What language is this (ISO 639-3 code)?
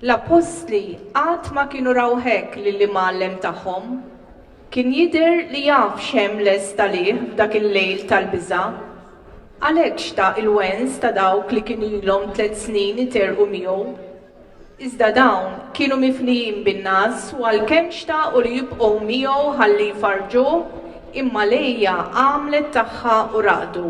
mlt